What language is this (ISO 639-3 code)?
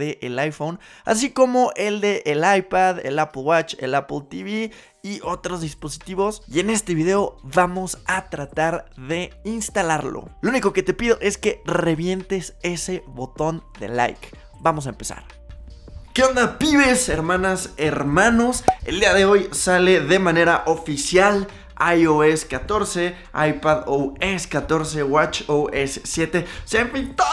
spa